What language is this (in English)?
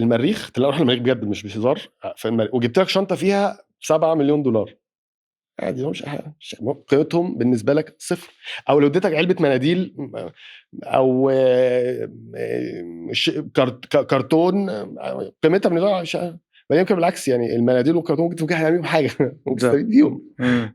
Egyptian Arabic